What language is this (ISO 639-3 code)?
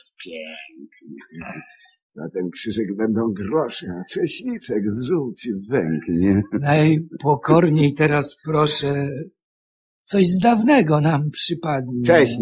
pol